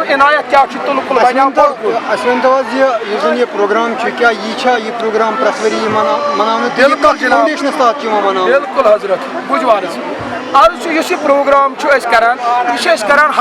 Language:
Kashmiri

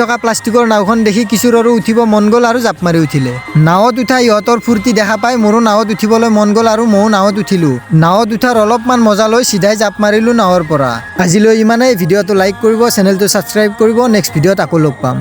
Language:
Assamese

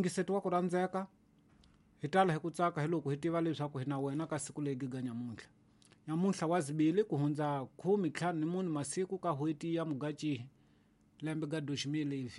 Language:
Tsonga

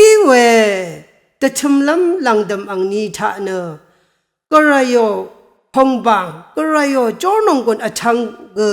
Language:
Rawang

